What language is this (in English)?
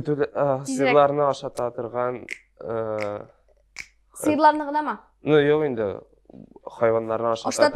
Tatar